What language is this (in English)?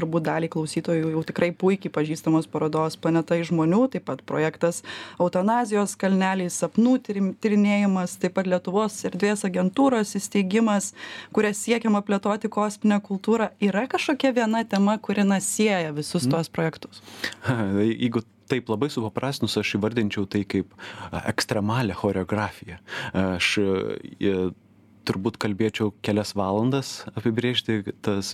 Lithuanian